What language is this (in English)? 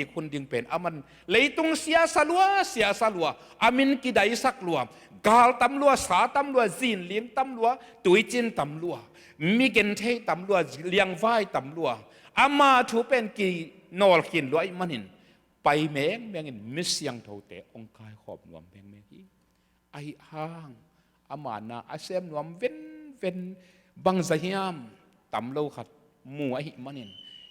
Tedim Chin